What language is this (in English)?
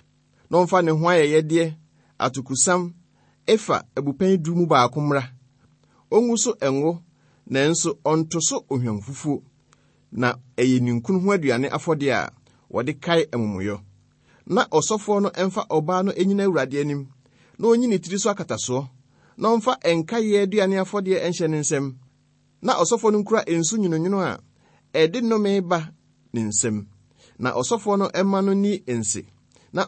Akan